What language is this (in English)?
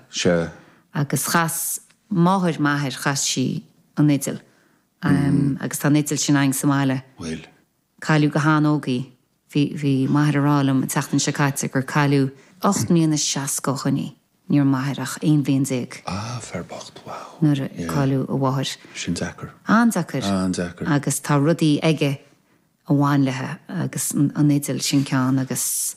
Irish